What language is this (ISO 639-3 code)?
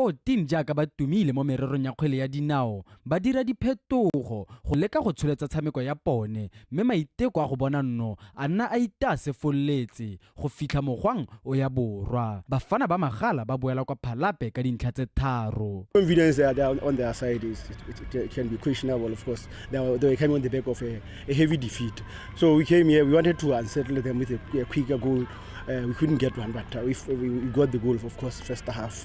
tsn